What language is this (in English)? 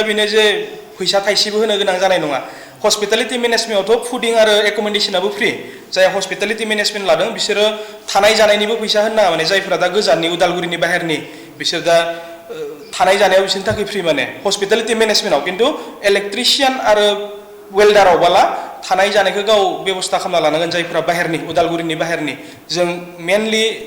Bodo